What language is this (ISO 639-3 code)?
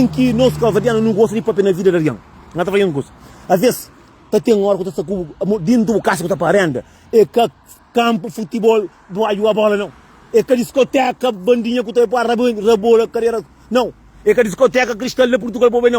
kea